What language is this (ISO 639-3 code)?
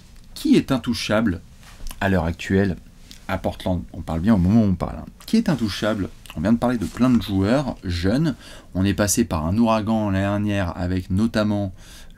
fra